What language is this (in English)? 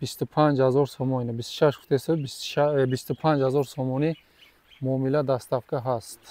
Tajik